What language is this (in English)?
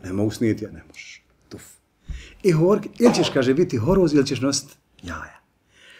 Bosnian